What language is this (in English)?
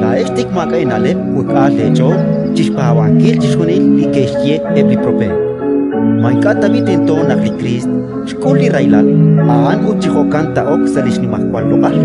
Kekchí